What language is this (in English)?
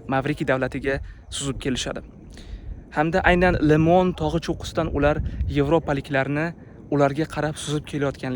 Uzbek